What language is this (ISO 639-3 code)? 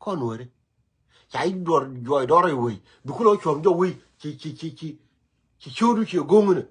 nus